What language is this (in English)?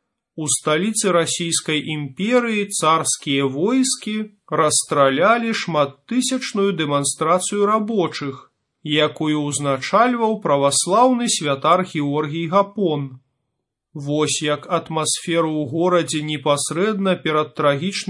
Belarusian